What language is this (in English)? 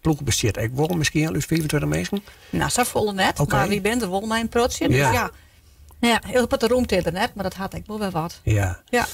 Western Frisian